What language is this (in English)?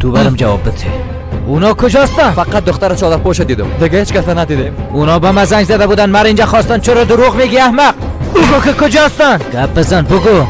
Persian